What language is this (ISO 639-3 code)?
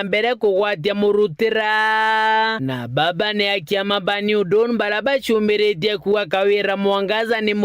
mer